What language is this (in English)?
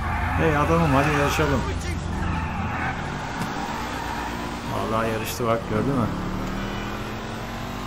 Turkish